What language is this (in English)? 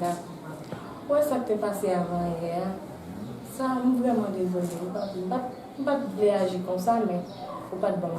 Haitian Creole